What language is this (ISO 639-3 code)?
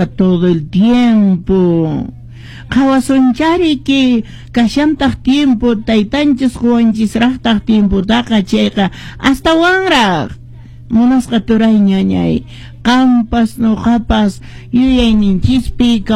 que